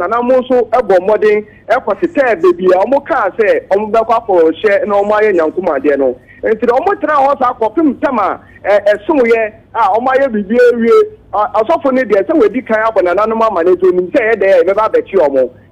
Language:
Akan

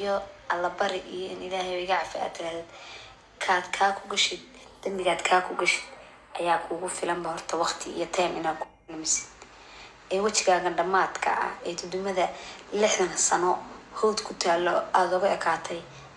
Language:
Somali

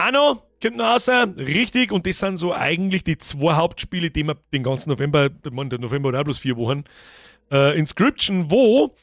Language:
Bavarian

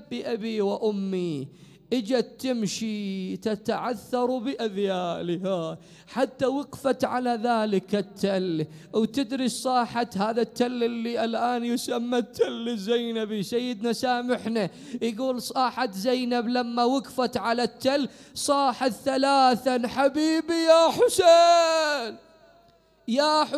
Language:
Mesopotamian Arabic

